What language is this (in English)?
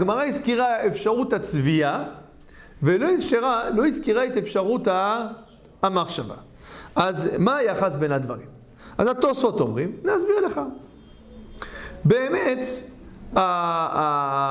Hebrew